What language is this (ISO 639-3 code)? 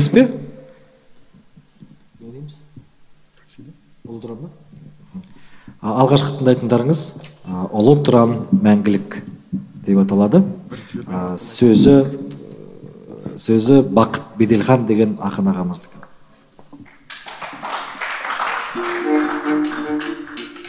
kaz